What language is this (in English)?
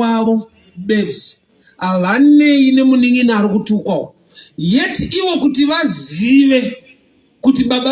Shona